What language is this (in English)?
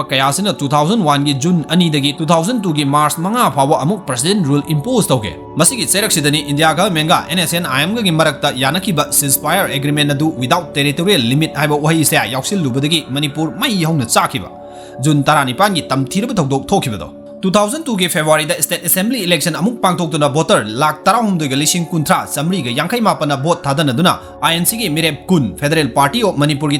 Manipuri